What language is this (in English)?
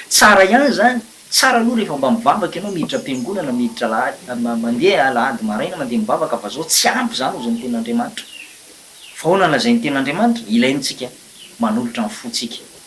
Malagasy